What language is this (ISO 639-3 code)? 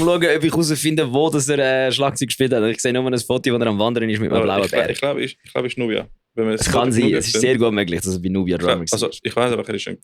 gsw